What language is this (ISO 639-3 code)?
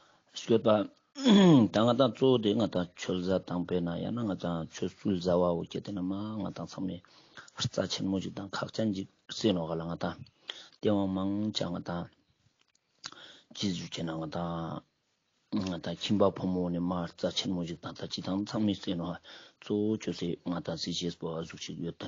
lbj